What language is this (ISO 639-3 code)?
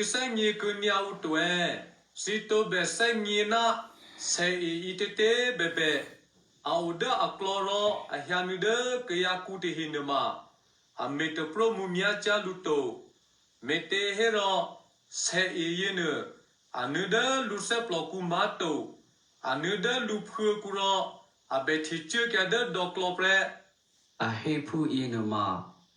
eky